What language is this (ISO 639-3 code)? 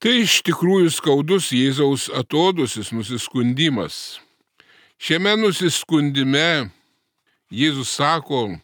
lit